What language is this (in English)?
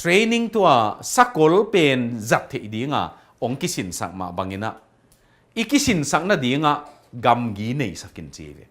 Tedim Chin